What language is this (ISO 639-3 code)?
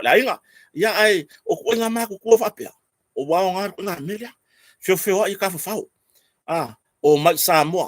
smo